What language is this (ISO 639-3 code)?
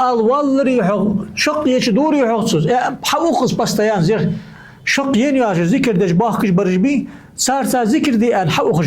inh